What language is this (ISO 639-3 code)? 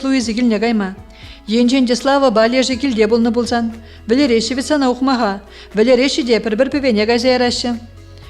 chv